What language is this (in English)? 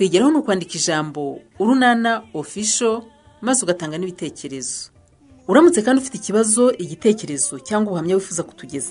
Kinyarwanda